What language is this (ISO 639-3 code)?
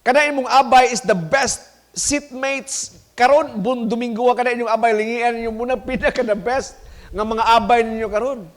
ceb